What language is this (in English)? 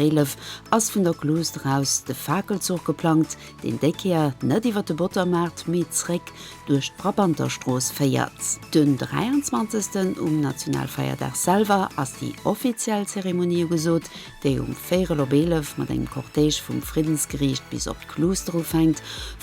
Luxembourgish